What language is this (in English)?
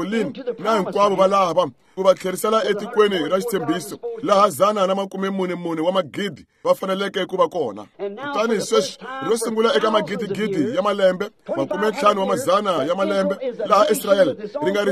Tsonga